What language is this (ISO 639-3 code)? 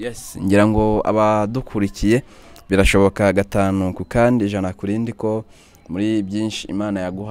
kin